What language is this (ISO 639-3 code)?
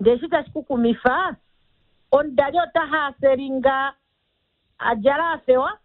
kua